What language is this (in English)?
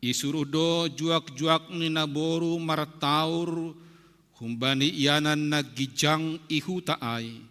Batak Simalungun